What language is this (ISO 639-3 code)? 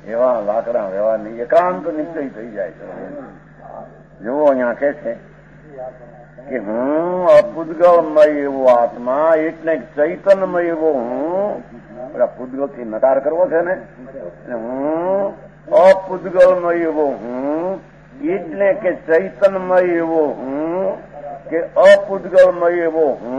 guj